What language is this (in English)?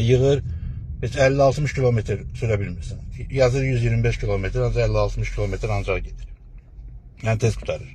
Azerbaijani